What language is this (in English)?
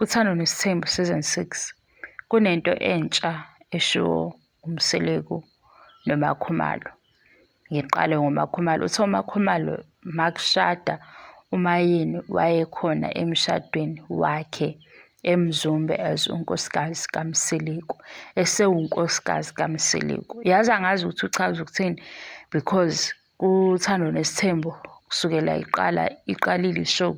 Zulu